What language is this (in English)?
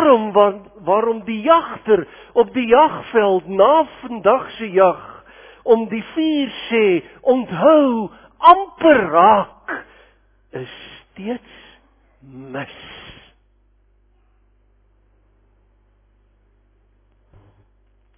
Afrikaans